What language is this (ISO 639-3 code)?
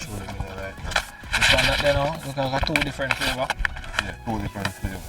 jam